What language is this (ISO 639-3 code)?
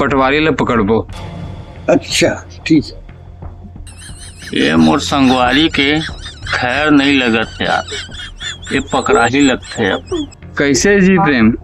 hne